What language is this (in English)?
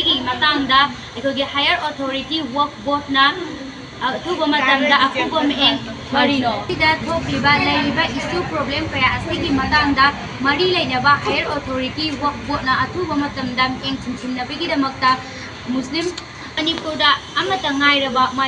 Manipuri